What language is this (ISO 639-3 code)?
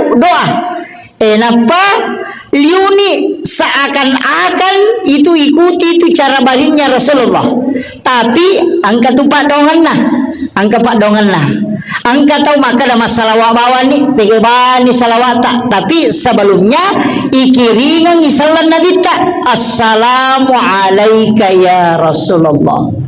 bug